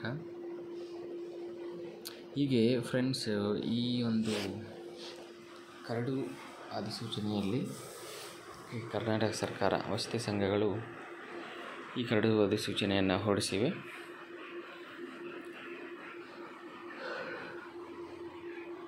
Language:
Kannada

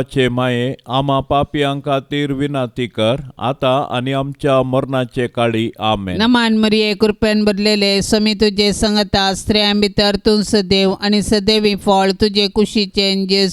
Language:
Konkani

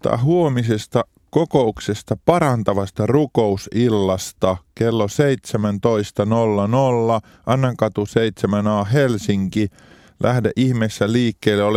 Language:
Finnish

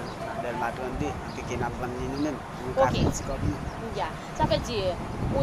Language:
Haitian Creole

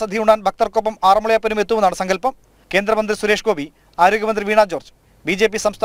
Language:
Malayalam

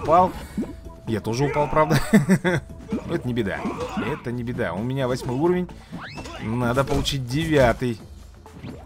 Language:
Russian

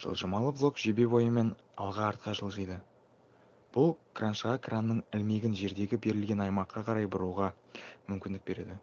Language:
Kazakh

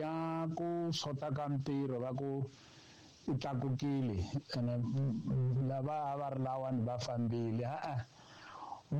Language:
Tsonga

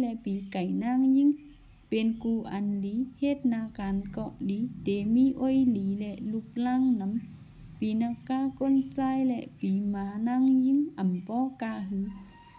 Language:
Shan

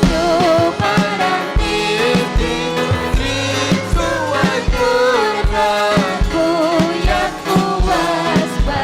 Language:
Ayacucho Quechua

